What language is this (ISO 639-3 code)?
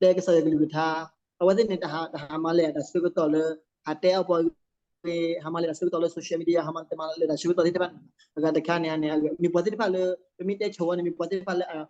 ksw